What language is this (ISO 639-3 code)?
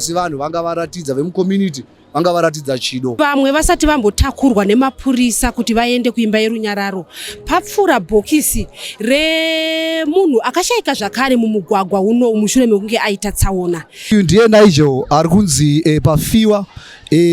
sna